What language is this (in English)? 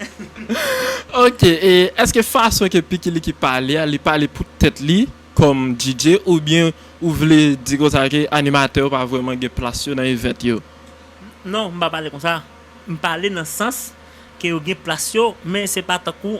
Haitian Creole